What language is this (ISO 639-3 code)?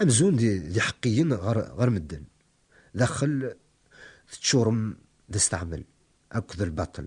kab